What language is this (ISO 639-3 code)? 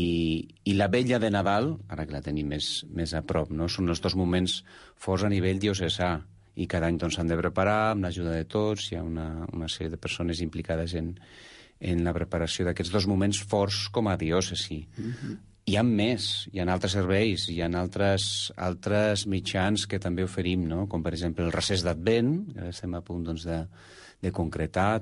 cat